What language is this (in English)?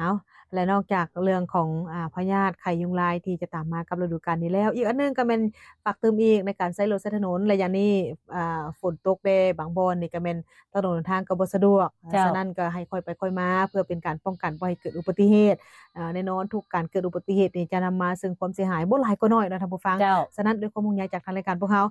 Lao